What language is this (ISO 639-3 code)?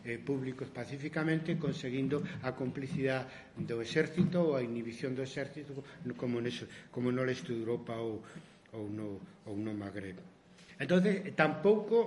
glg